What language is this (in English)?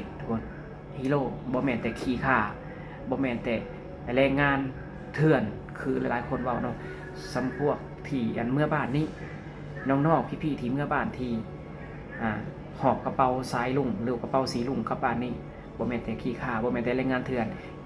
Lao